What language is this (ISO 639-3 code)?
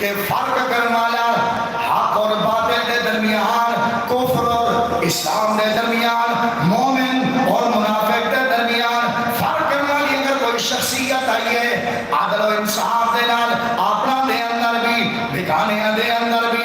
skr